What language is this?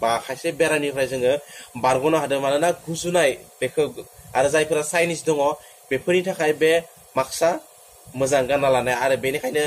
Bodo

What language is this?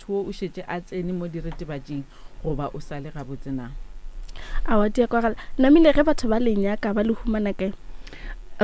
Northern Sotho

